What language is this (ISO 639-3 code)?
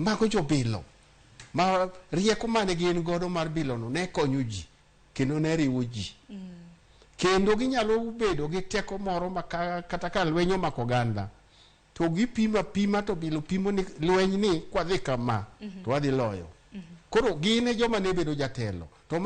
luo